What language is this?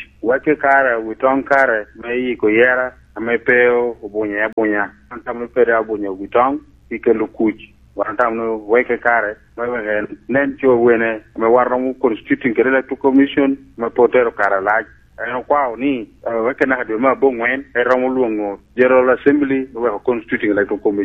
Lango (Uganda)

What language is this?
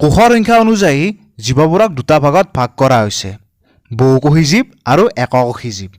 Assamese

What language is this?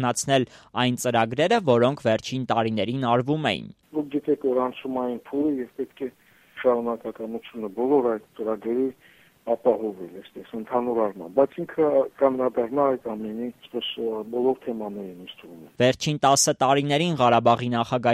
Armenian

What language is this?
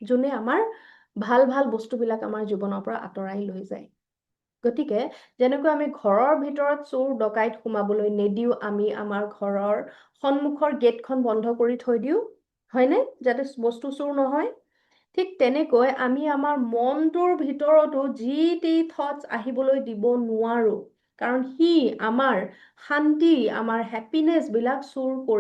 Assamese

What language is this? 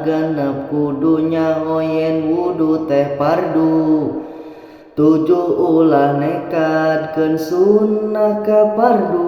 Sundanese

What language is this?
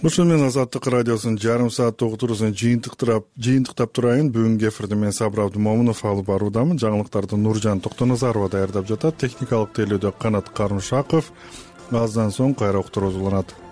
Kyrgyz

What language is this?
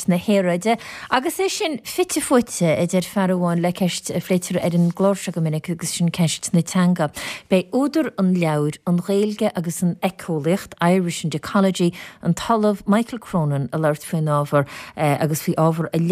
Irish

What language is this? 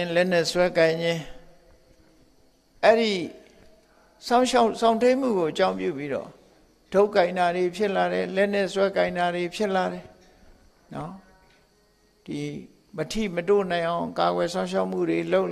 Burmese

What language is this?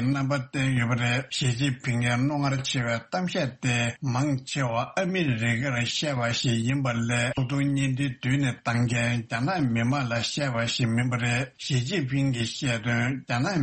Tibetan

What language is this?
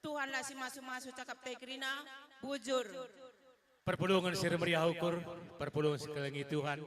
Batak Karo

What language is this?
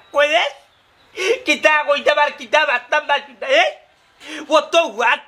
Sylheti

